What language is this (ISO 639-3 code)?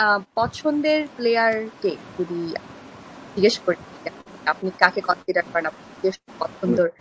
ben